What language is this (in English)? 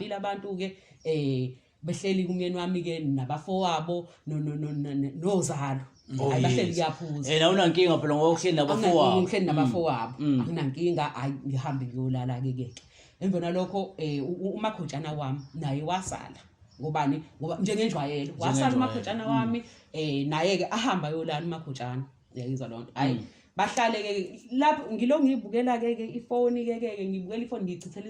Zulu